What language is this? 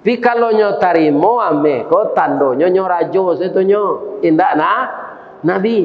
Minangkabau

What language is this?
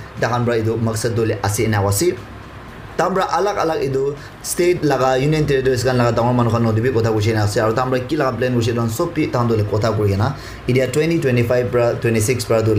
Naga Pidgin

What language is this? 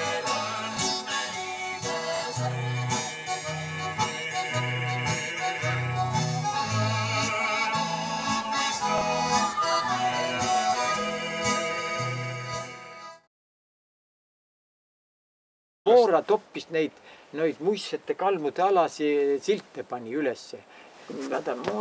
Estonian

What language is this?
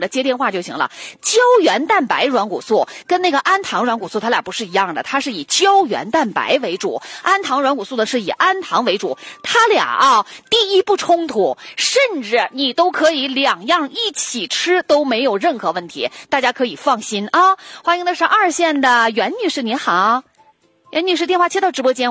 Chinese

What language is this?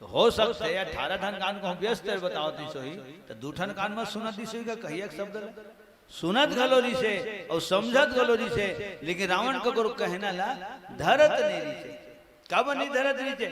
Chhattisgarhi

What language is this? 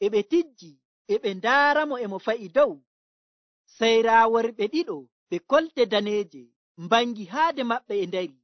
Nigerian Fulfulde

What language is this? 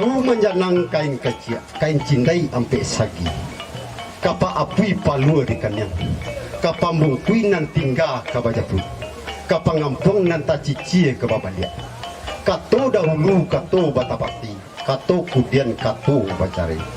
Minangkabau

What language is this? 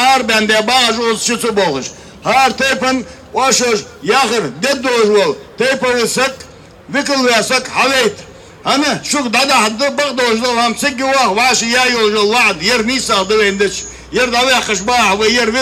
Ingush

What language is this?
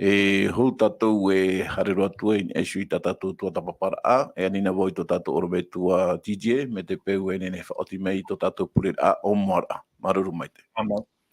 Tahitian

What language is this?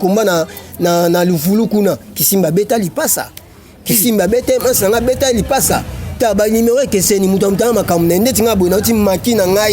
Lingala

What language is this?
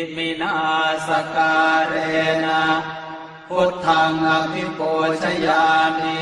Pali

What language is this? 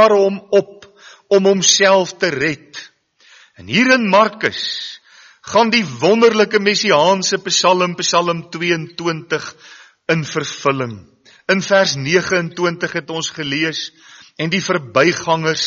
Afrikaans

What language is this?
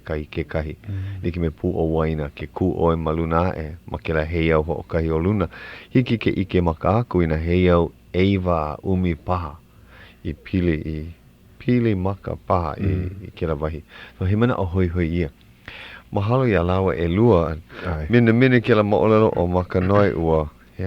Hawaiian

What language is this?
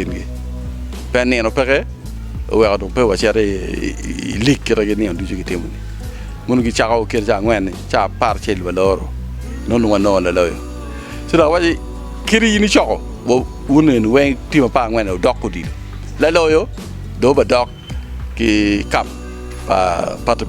Acoli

